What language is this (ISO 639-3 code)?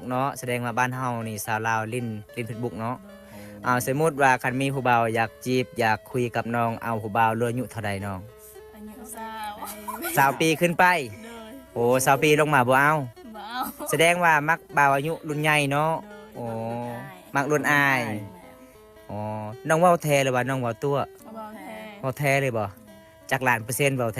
lao